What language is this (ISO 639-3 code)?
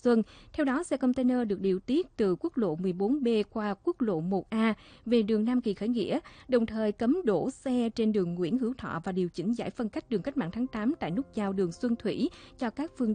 vie